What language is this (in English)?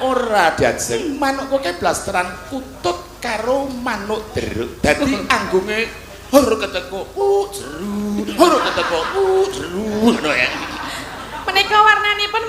Javanese